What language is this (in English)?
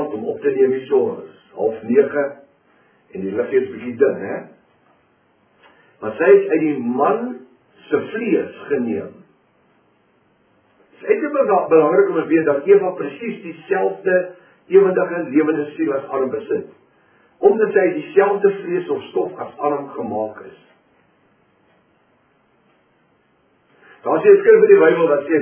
Afrikaans